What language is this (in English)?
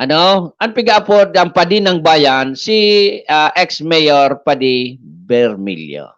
Bikol